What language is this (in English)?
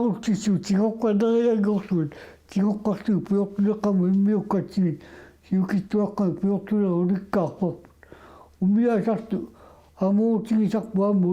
Kalaallisut